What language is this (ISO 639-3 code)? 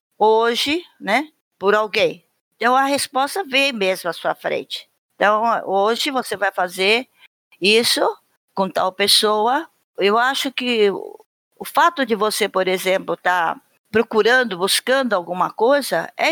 por